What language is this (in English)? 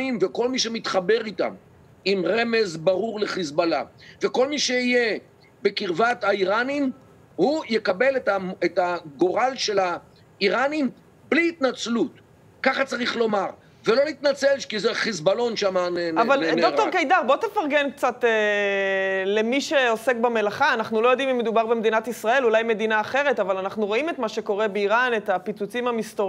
Hebrew